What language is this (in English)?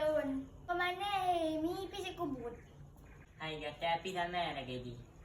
Achinese